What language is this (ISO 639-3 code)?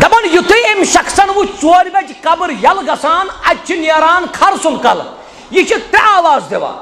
kas